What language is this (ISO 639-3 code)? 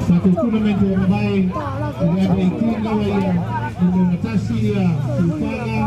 smo